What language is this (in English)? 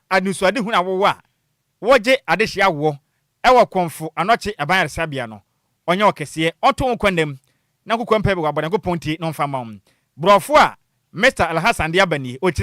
Akan